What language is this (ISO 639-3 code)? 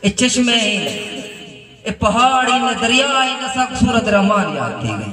skr